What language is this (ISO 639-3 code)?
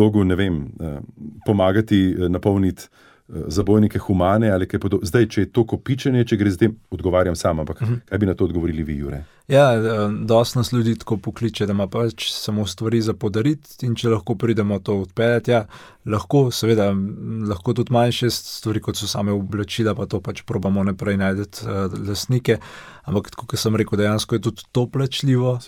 slv